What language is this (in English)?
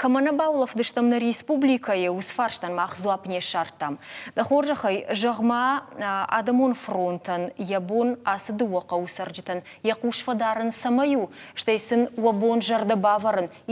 Ossetic